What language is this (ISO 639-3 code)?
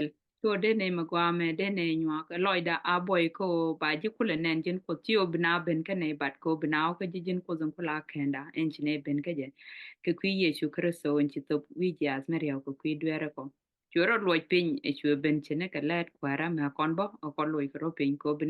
nus